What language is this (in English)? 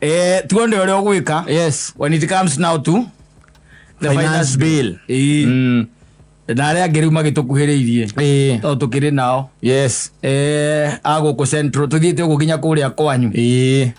Kikuyu